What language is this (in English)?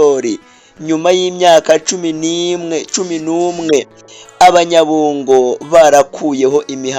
Kinyarwanda